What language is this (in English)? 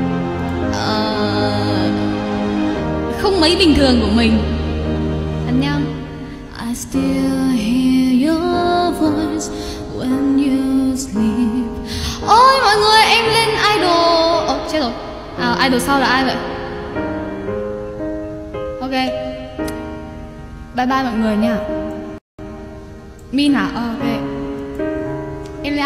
Vietnamese